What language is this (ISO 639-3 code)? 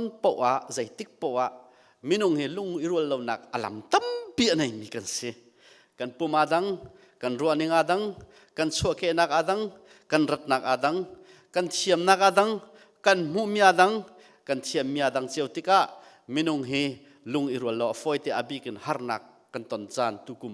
cnh